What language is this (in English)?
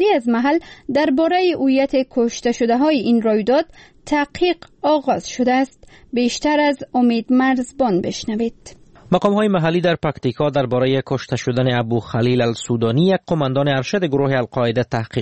Persian